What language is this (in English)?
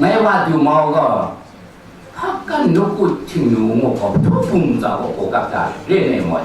Kachin